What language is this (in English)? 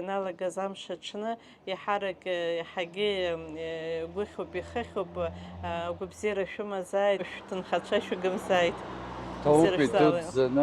Abkhazian